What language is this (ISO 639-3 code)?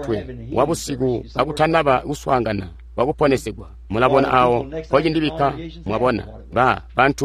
toi